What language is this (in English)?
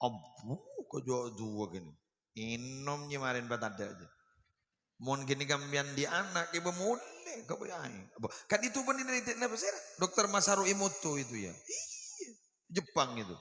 Madurese